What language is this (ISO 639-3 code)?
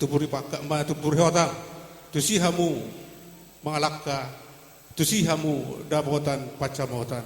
bbc